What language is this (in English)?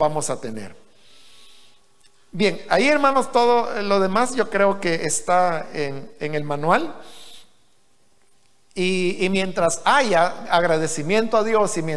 Spanish